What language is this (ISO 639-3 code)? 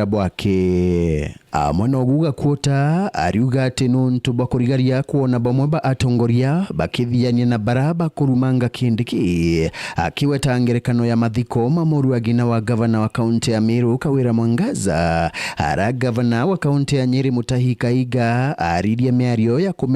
mer